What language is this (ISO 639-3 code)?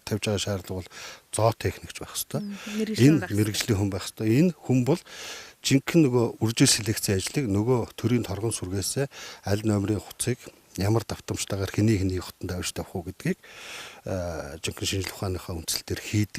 mon